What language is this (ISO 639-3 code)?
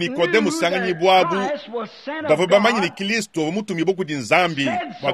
lua